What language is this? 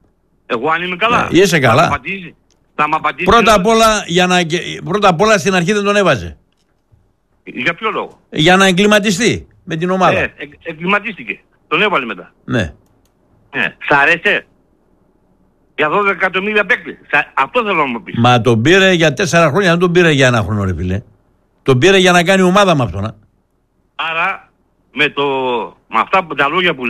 Greek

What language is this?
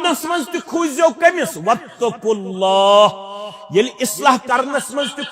Kashmiri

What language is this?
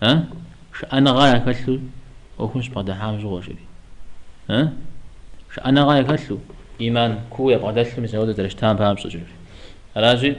Kabardian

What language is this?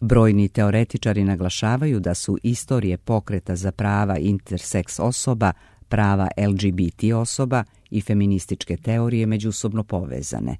Serbian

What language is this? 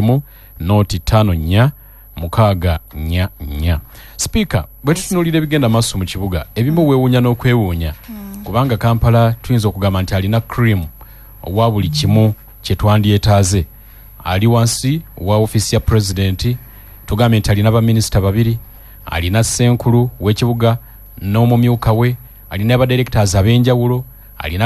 Ganda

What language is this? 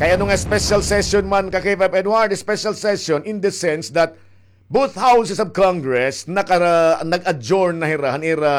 Waray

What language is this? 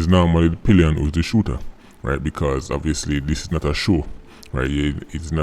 Jamaican Creole English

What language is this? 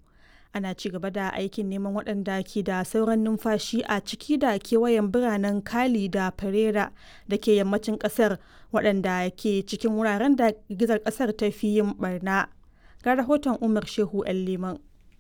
Hausa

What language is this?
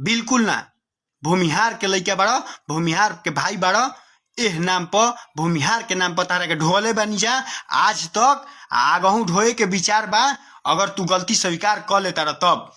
Bhojpuri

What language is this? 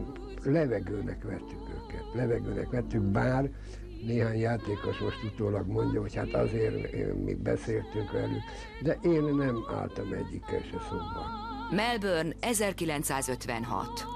Hungarian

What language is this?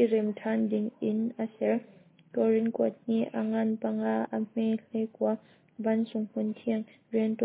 Hakha Chin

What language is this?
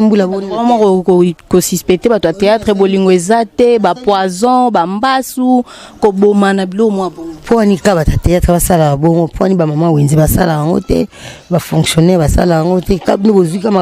Lingala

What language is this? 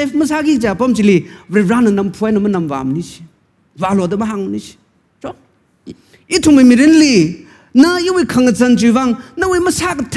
Tangkhul Naga (India)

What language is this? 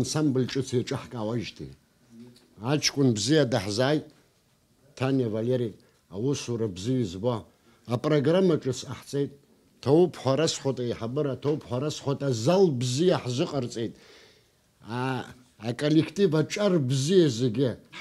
Abkhazian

